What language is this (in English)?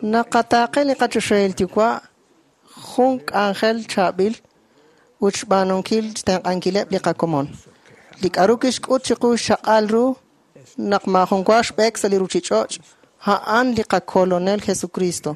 Kekchí